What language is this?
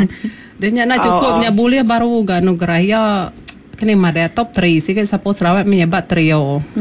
Iban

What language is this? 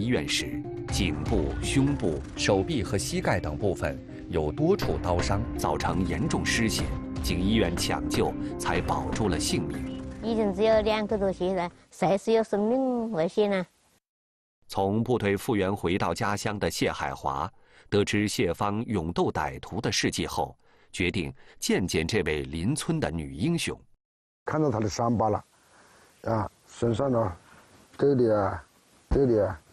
Chinese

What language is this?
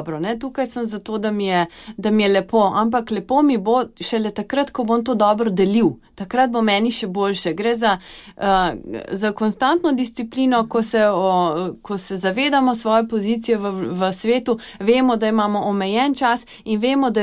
Slovenian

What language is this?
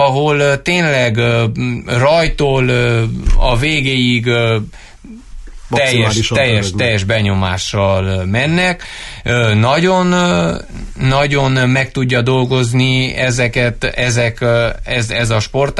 Hungarian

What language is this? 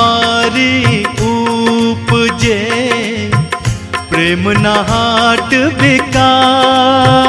Hindi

